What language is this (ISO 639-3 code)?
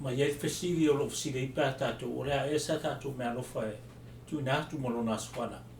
smo